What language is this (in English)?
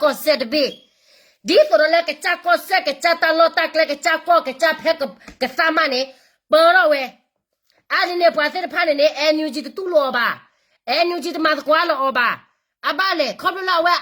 S'gaw Karen